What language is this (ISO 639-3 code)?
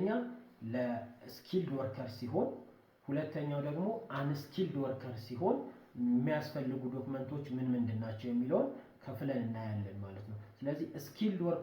amh